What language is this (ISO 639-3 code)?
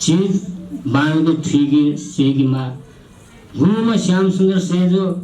new